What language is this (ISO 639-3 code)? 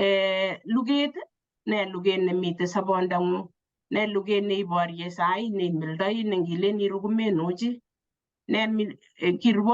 kln